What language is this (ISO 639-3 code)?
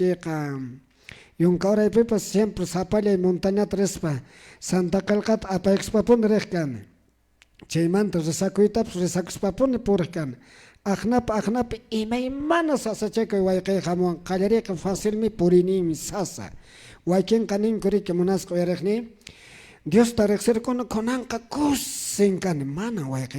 que